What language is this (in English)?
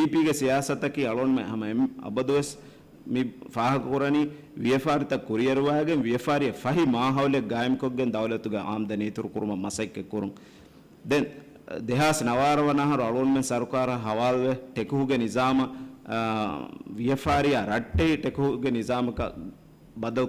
Divehi